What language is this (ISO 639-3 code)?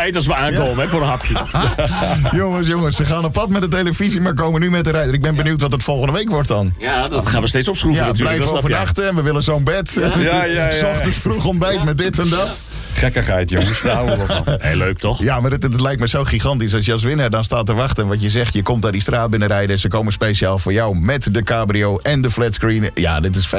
nld